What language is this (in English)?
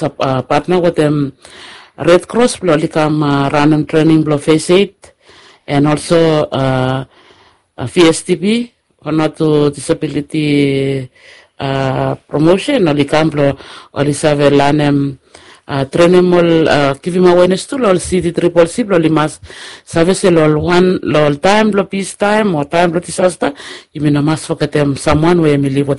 Bislama